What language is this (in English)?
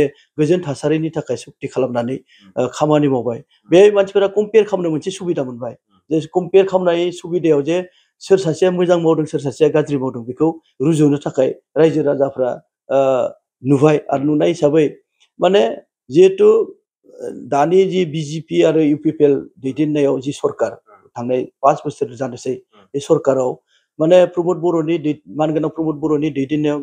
Bodo